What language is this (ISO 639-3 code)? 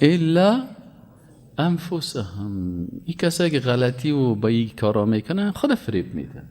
fas